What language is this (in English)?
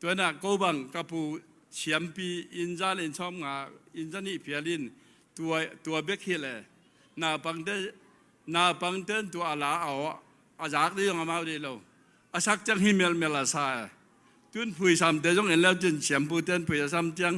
Tedim Chin